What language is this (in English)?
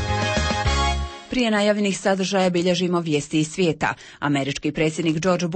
Croatian